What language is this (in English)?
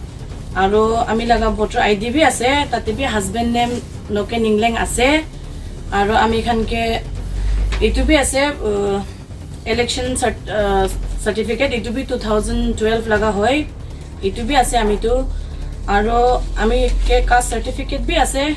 Naga Pidgin